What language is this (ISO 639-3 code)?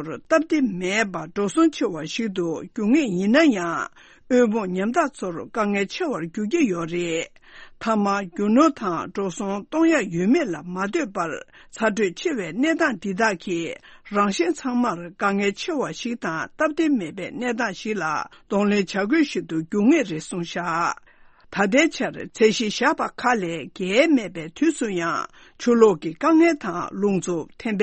bod